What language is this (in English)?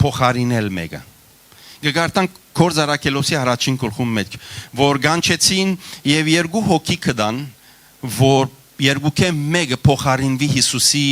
Western Armenian